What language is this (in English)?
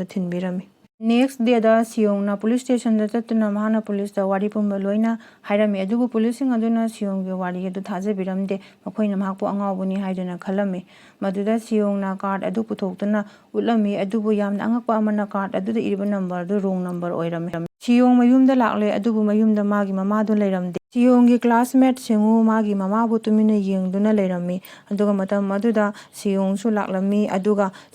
Manipuri